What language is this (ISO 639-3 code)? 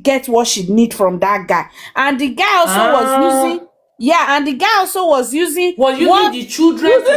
pcm